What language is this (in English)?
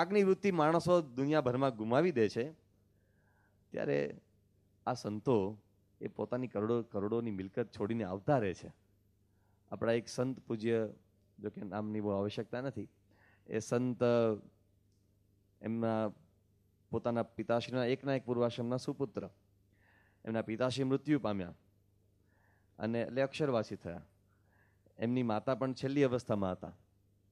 Gujarati